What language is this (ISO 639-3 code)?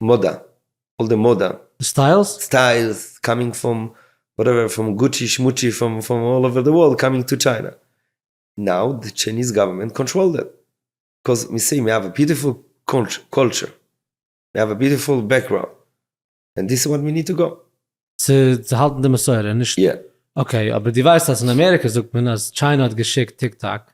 yid